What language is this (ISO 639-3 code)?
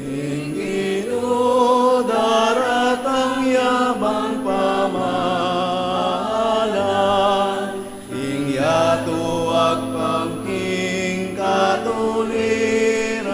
pam